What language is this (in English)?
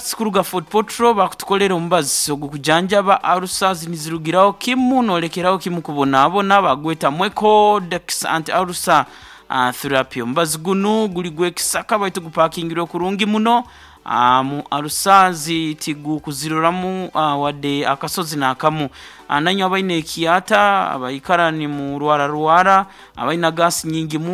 Nyoro